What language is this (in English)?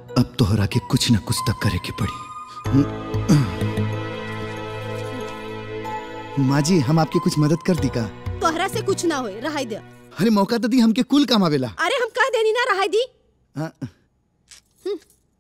Bhojpuri